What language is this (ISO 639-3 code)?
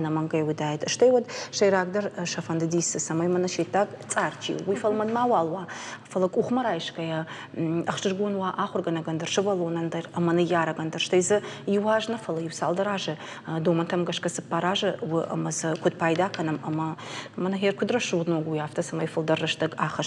oss